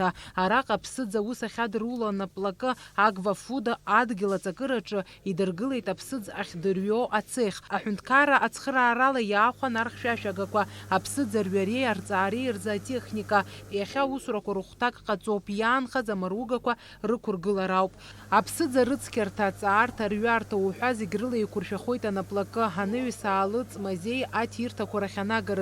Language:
Abkhazian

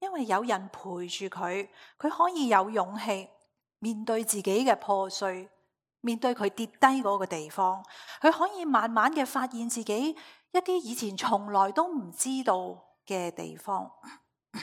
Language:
Cantonese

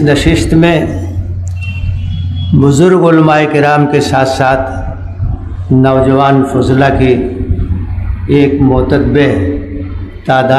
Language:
Urdu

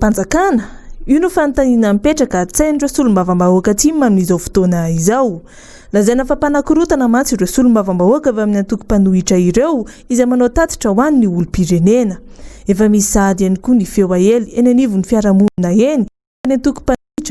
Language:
Malagasy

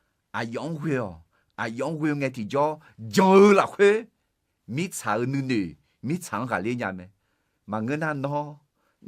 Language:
Akha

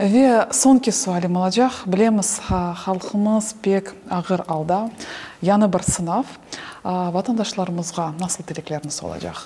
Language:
Crimean Tatar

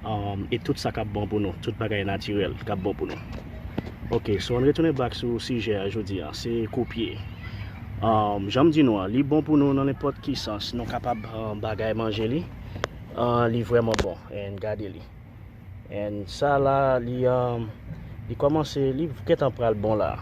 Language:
Haitian Creole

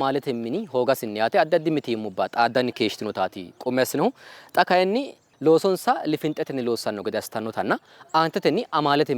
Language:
Sidamo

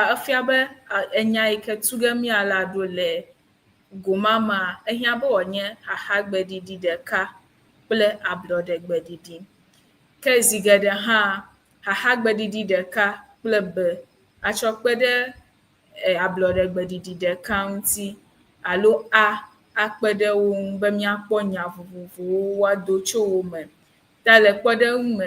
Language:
Ewe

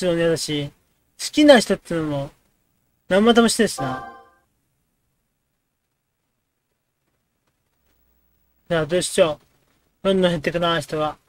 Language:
Japanese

